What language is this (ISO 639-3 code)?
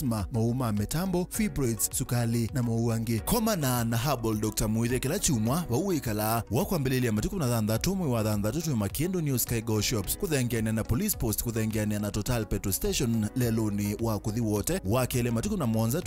kam